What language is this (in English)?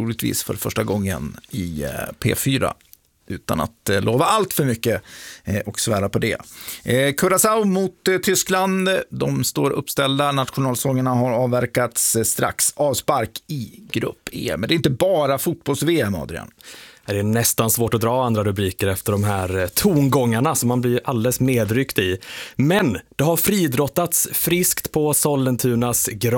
Swedish